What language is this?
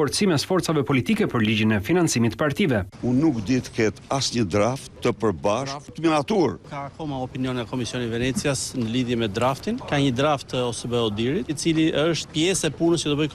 Albanian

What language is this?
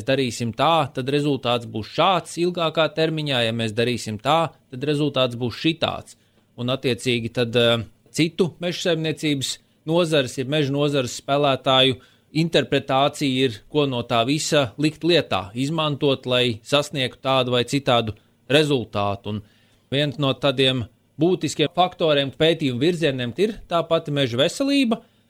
Latvian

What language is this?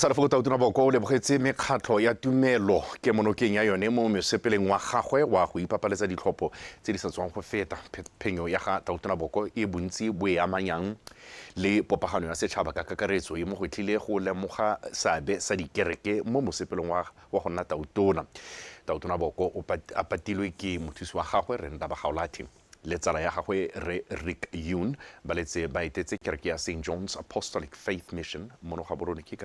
Tswana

